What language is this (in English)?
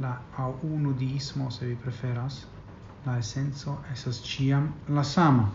Esperanto